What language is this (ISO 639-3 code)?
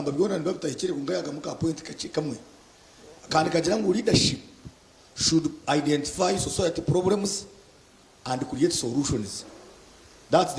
nyn